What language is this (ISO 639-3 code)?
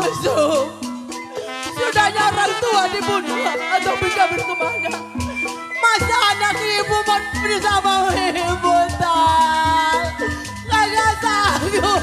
bew